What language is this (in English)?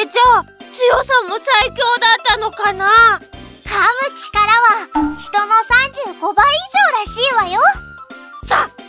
Japanese